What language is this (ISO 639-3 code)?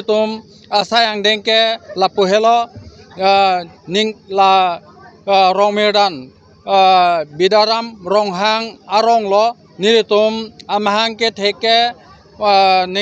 mjw